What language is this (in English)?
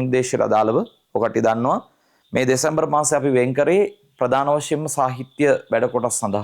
Sinhala